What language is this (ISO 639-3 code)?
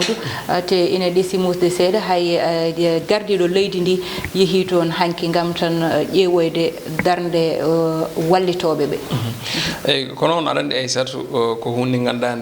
ful